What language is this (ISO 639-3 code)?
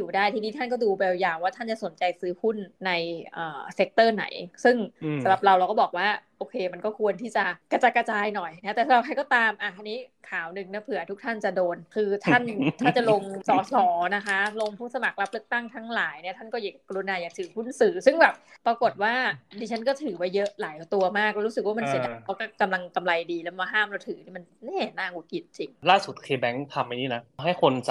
tha